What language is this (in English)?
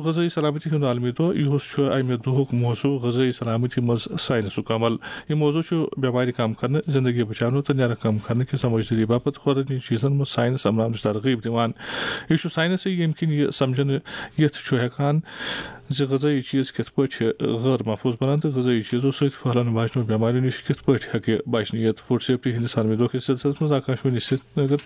Kashmiri